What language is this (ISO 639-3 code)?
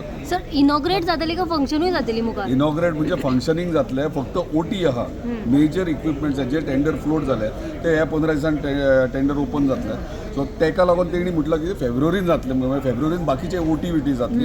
kok